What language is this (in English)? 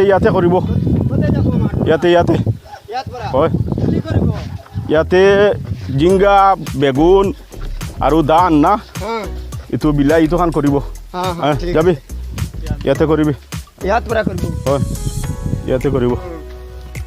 Sylheti